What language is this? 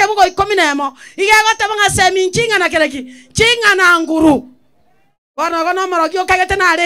Gusii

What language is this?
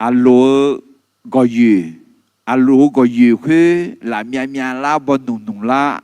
Akha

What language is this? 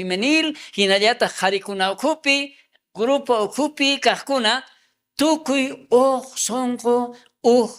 South Bolivian Quechua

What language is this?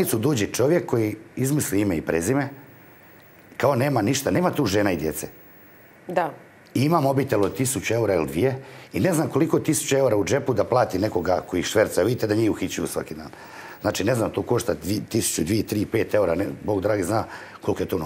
Croatian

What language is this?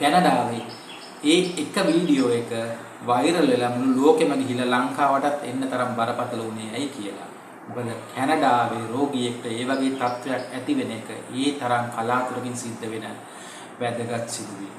Sinhala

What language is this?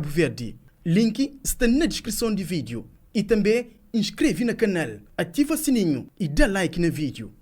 Kabuverdianu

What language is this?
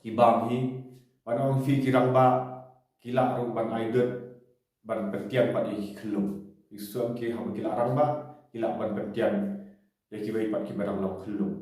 Khasi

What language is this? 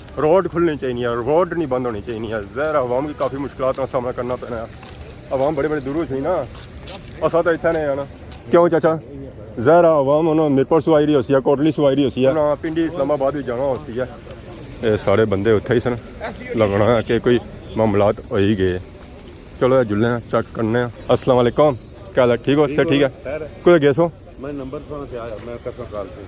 Pahari-Potwari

